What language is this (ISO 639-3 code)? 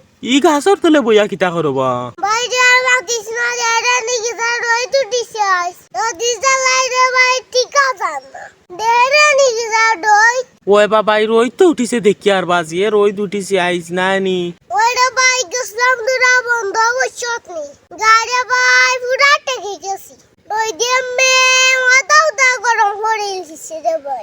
syl